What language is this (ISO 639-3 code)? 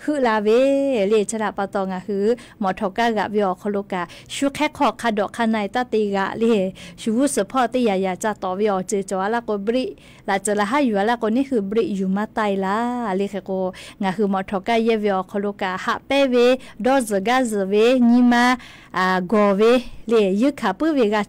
lhu